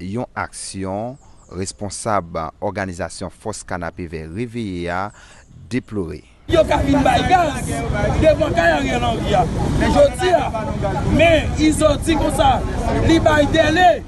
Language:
Haitian Creole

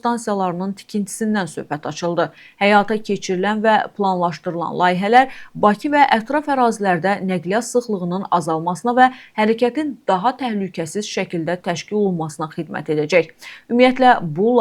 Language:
Azerbaijani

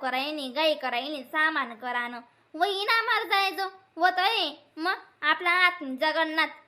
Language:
Khandesi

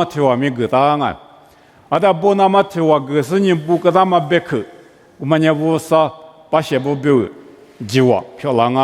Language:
Lisu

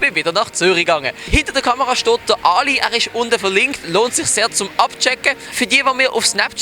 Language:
Swiss German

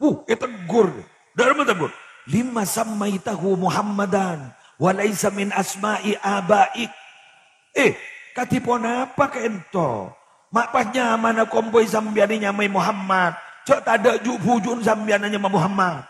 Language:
Madurese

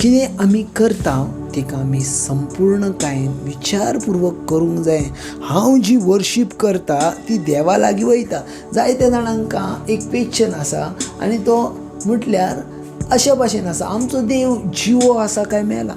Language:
Konkani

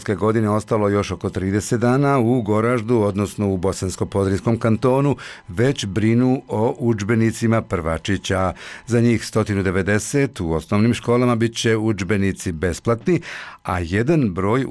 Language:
Bosnian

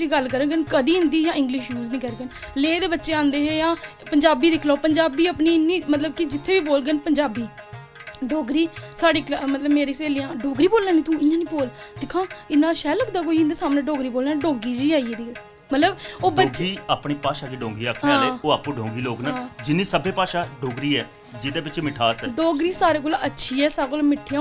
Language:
Dogri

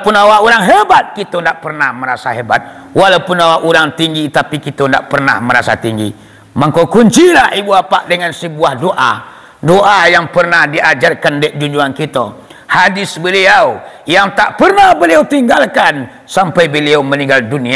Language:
Minangkabau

